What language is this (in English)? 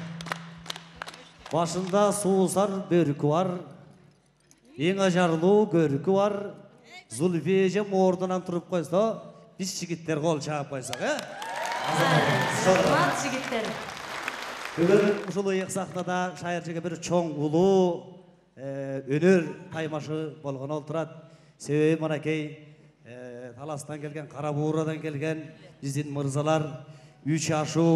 Kyrgyz